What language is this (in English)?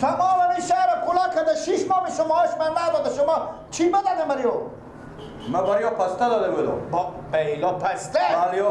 Persian